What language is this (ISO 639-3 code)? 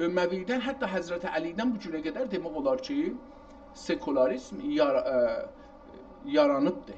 azb